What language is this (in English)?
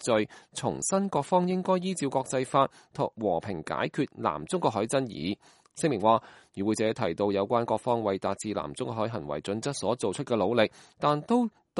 Cantonese